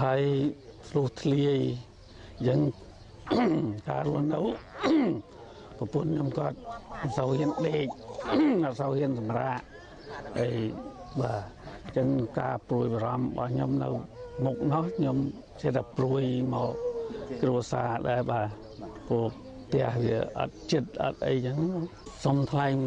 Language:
Khmer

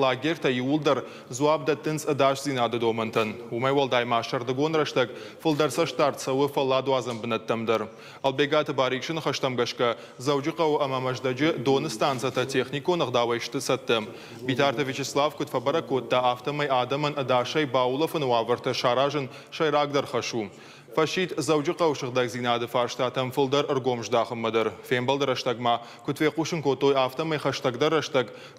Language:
Ossetic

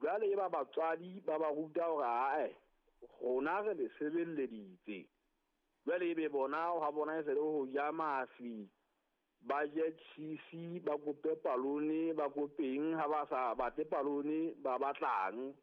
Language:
Southern Sotho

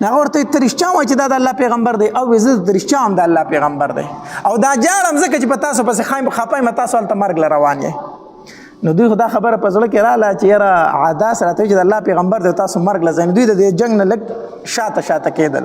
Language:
Pashto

